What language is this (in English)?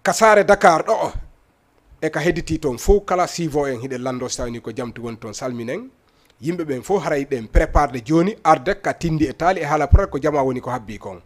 Fula